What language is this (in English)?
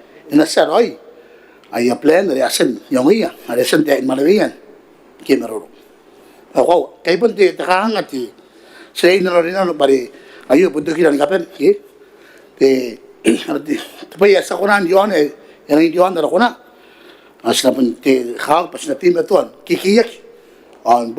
Gilbertese